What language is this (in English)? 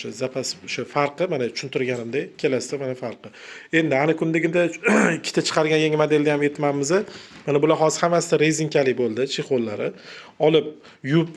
Uzbek